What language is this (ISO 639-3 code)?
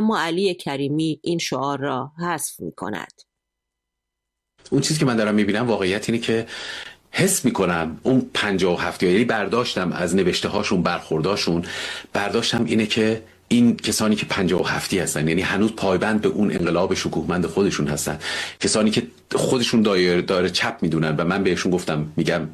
fas